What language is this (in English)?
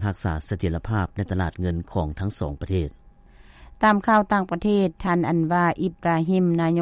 Lao